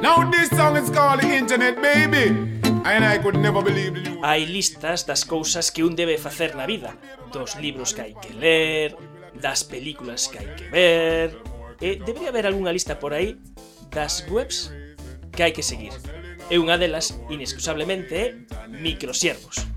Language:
Galician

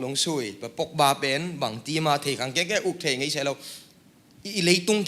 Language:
Tedim Chin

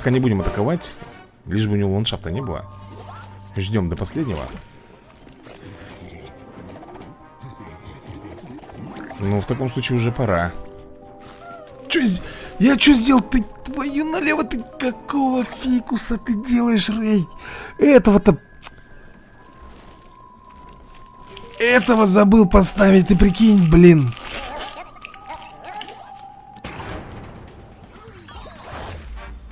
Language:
Russian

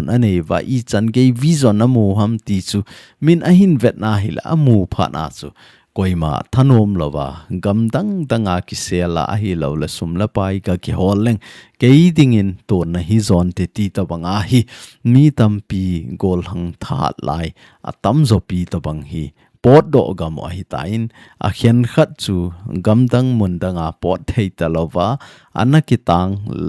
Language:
Thado Chin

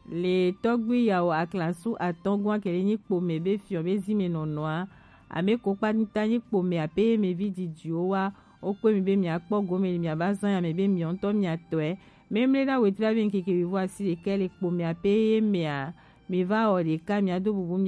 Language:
Gen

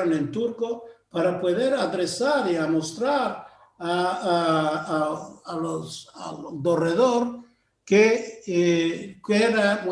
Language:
Ladino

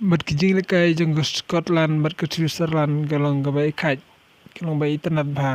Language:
Khasi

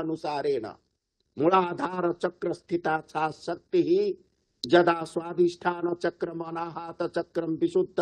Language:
Sanskrit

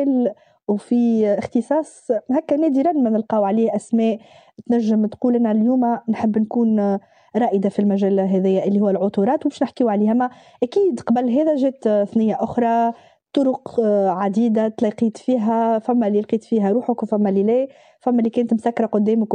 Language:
Tunisian Arabic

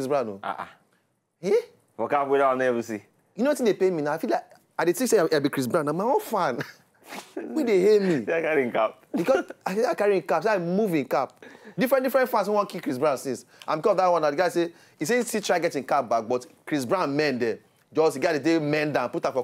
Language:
Nigerian Pidgin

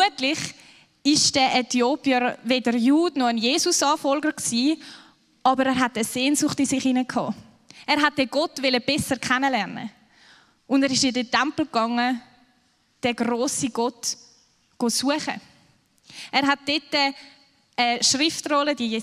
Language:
Swiss German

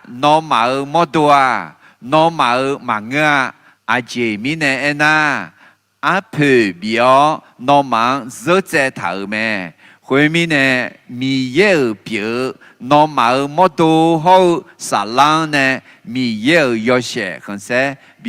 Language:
Akha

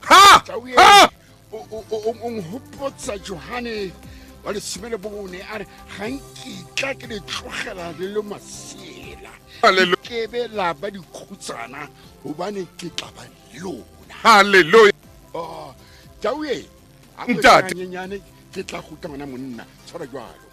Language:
Tswana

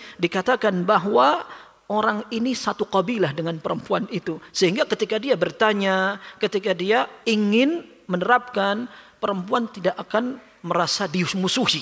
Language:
Indonesian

